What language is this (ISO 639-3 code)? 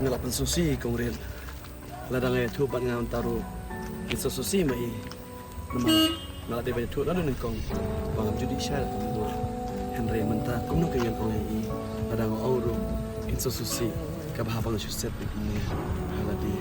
kha